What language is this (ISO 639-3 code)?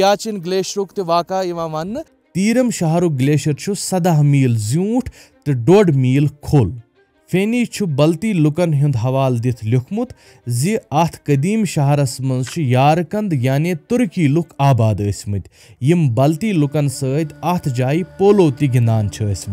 kas